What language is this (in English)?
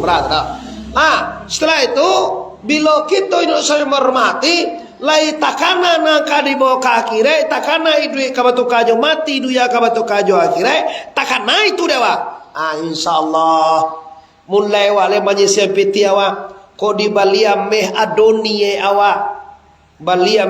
Minangkabau